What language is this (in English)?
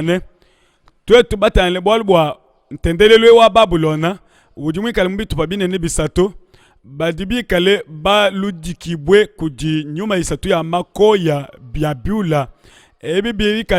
Luba-Lulua